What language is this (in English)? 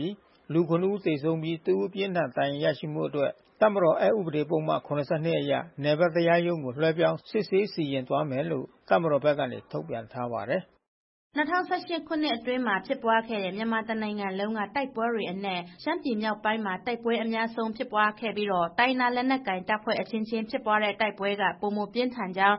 Burmese